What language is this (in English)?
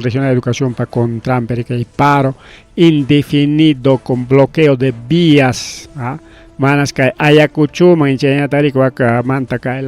Ayacucho Quechua